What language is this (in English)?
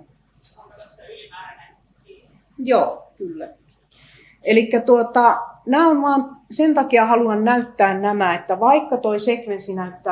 Finnish